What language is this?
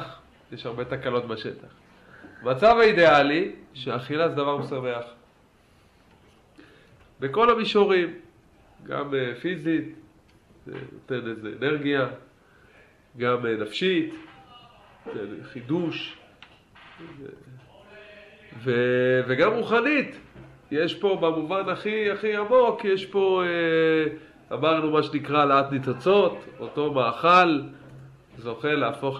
Hebrew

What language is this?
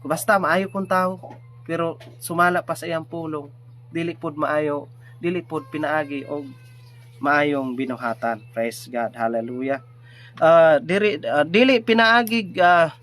Cebuano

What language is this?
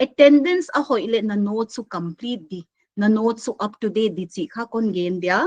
Paite Chin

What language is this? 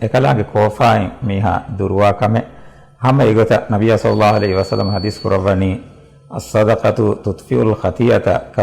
Divehi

